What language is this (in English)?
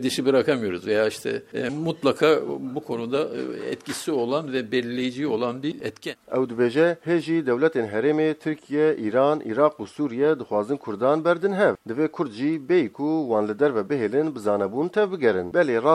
Kurdish